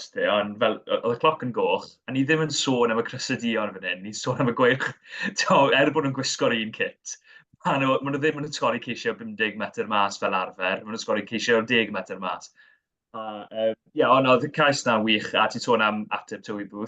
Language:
Welsh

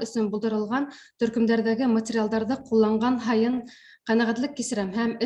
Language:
Bashkir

